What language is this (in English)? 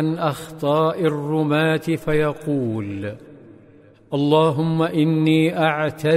Arabic